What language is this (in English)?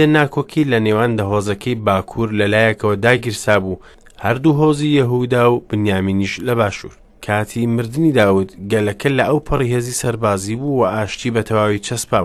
Central Kurdish